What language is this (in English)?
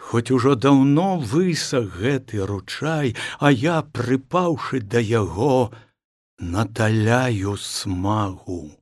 Belarusian